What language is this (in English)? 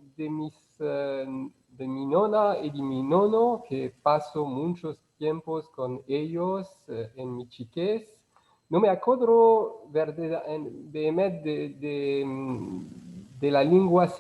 Ladino